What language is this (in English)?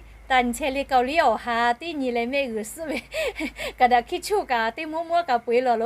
Lahu